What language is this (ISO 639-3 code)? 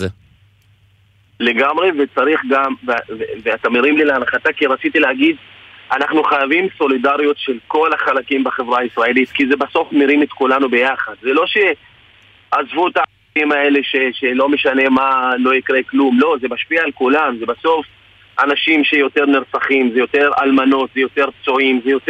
heb